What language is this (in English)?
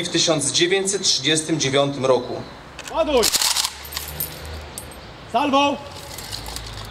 Polish